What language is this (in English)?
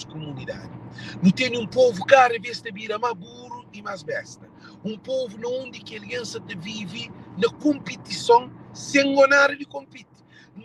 Kabuverdianu